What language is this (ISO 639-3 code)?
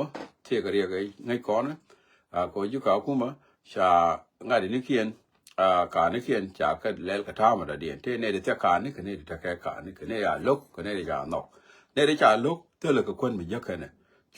nus